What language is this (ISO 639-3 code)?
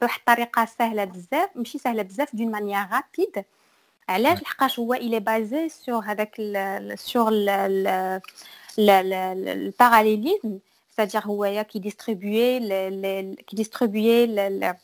ary